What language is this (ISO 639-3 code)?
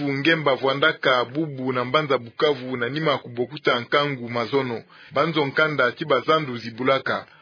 ktu